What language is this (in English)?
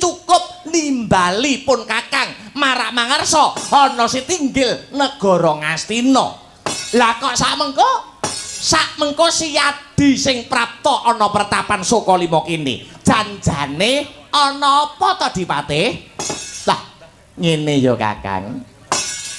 Javanese